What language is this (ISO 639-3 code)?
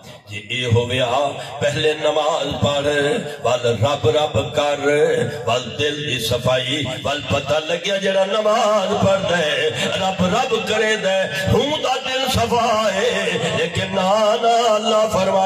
skr